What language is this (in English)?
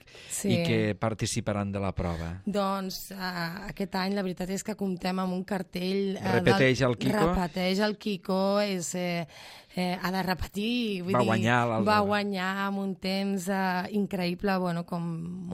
Catalan